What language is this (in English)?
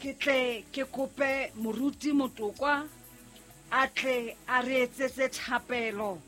Southern Sotho